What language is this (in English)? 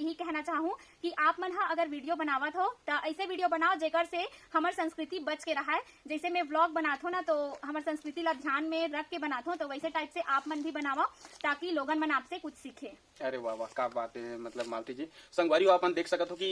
Chhattisgarhi